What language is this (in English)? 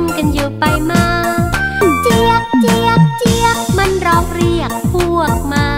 Thai